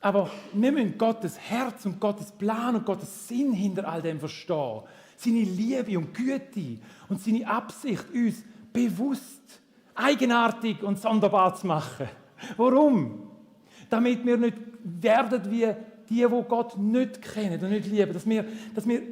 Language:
Swiss German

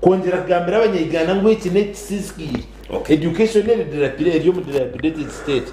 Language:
Nyankole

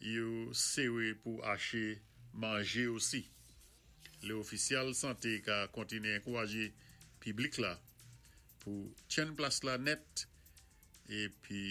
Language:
Saint Lucian Creole French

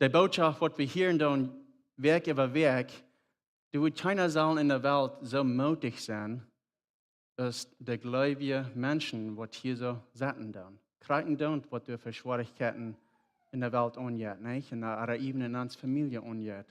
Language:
Plautdietsch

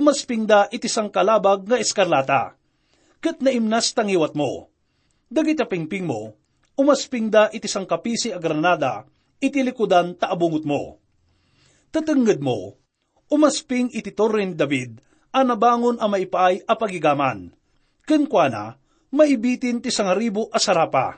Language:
Iloko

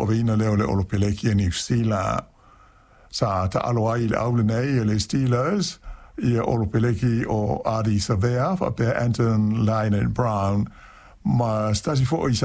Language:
Samoan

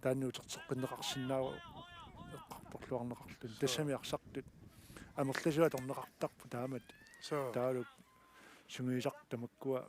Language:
Kalaallisut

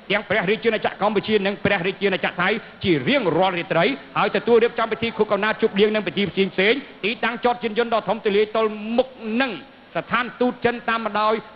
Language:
Khmer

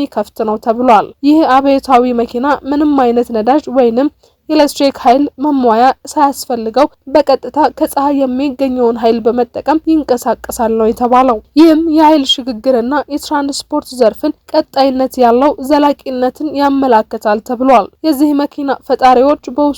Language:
Amharic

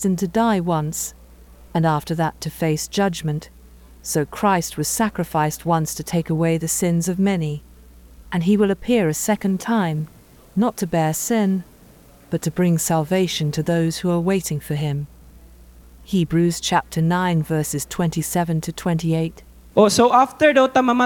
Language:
Cebuano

